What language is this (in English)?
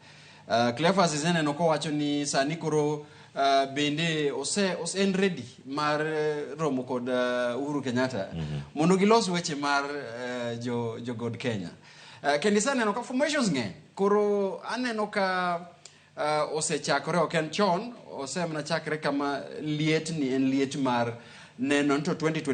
Luo (Kenya and Tanzania)